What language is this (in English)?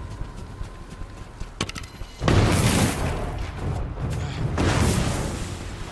Polish